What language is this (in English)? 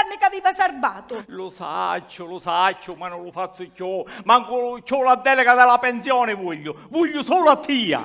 Sicilian